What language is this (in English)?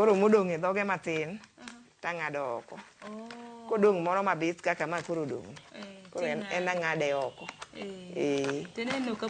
Luo (Kenya and Tanzania)